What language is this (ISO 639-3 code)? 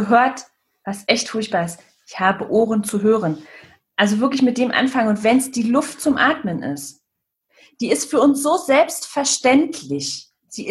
deu